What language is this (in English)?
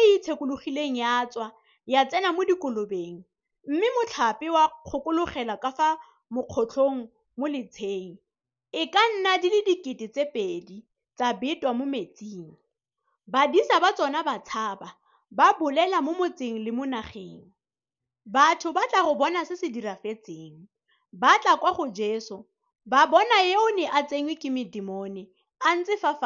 Tswana